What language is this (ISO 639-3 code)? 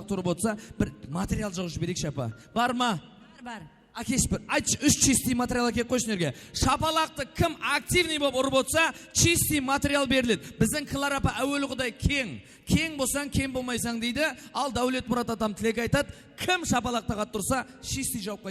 kaa